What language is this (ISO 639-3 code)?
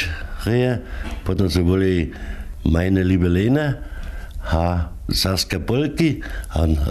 hsb